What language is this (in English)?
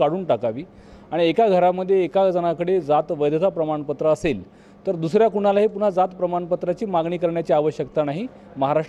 Marathi